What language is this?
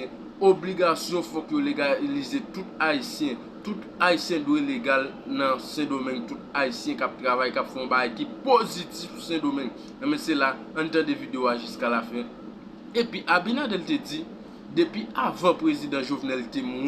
Haitian Creole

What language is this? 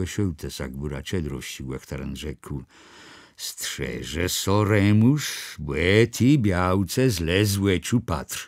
Kashubian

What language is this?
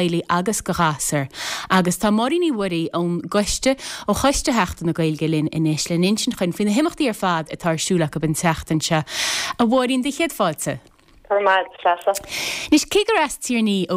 Irish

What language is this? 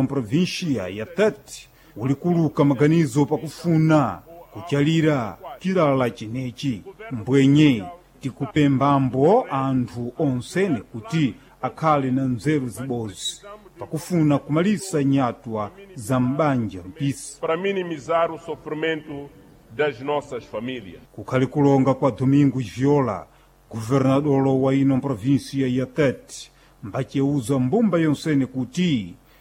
Sena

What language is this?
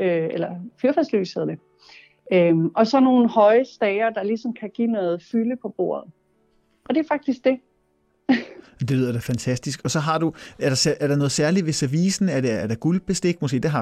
Danish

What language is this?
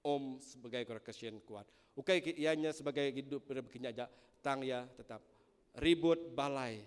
Iban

